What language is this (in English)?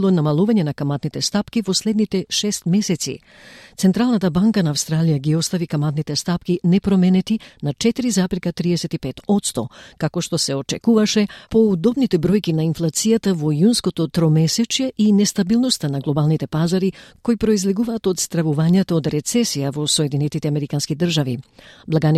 Macedonian